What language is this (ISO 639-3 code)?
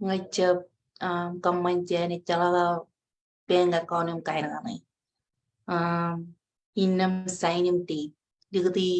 mah